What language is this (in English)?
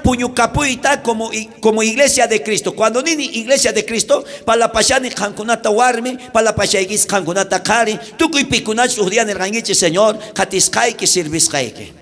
South Bolivian Quechua